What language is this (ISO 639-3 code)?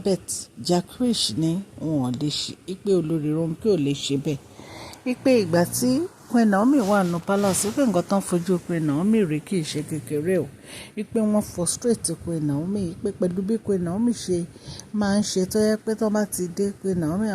yor